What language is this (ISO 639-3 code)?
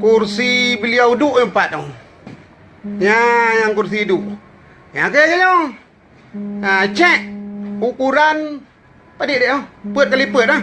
ace